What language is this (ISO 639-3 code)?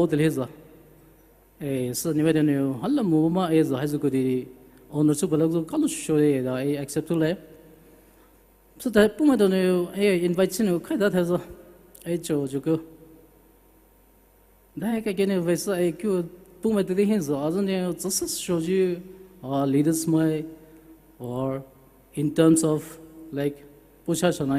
pmx